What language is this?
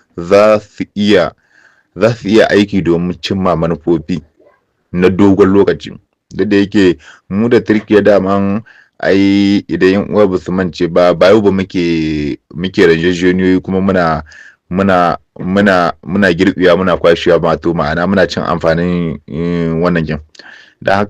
Hausa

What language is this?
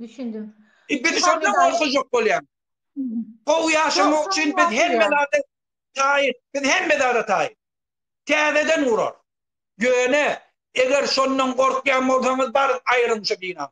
Turkmen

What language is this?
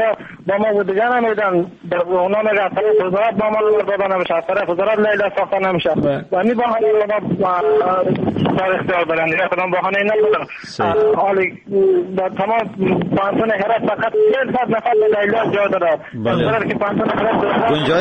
Persian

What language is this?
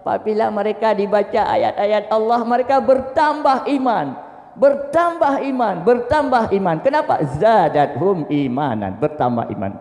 Achinese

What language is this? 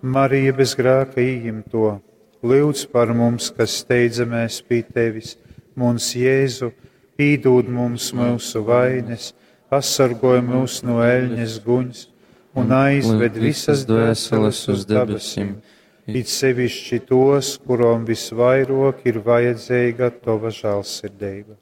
Latgalian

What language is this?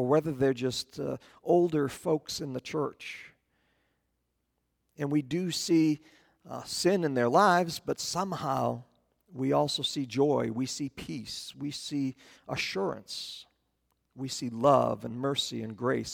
English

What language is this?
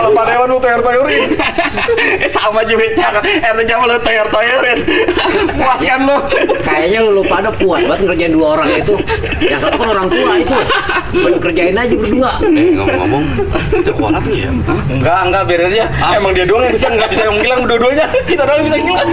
Betawi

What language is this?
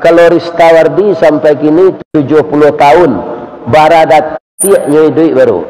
Minangkabau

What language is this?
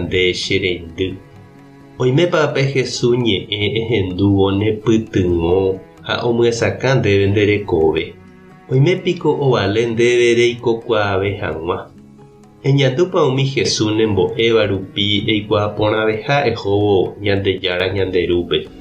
Guarani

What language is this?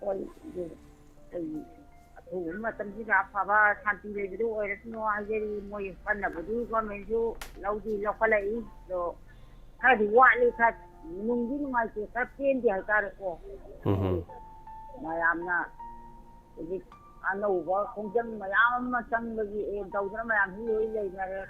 Manipuri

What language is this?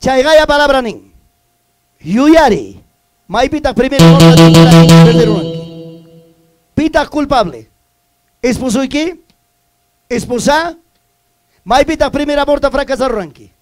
Ayacucho Quechua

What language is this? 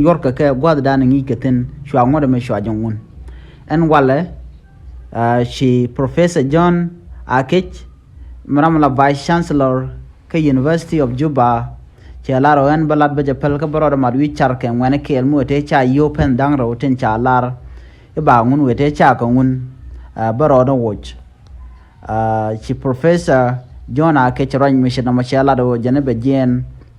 Nuer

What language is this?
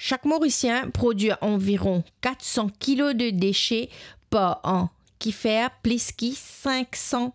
Morisyen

